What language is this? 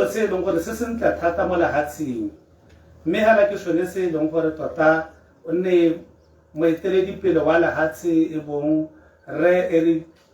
Tswana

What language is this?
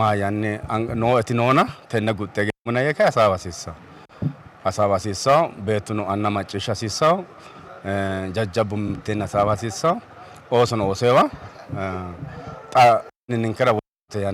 Sidamo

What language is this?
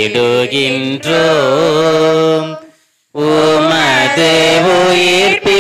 Tamil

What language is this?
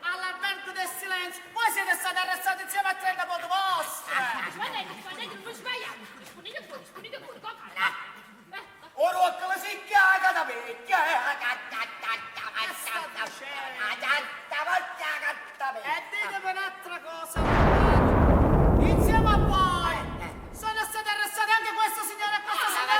Neapolitan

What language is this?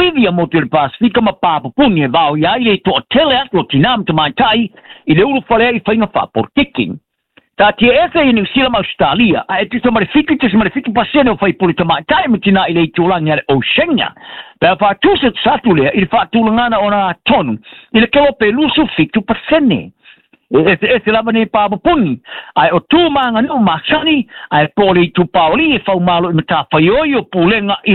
Samoan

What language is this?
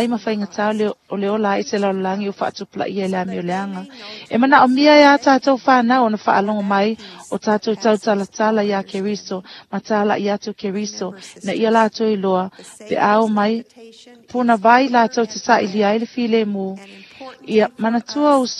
Samoan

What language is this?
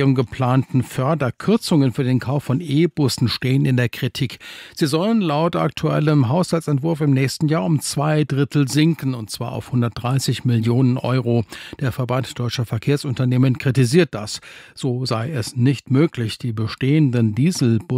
German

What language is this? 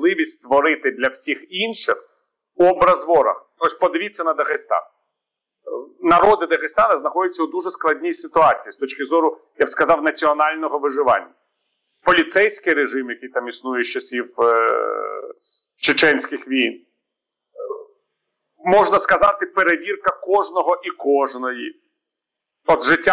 Ukrainian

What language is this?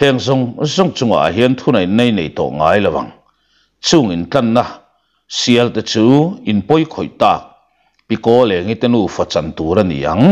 Mizo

